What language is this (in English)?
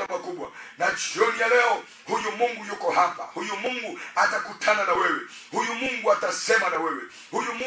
Swahili